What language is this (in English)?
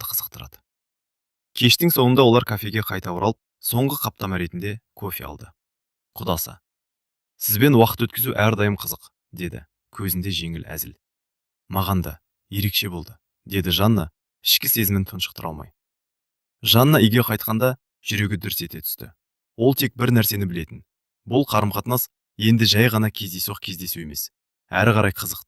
Kazakh